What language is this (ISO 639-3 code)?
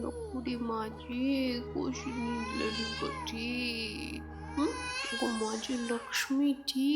kok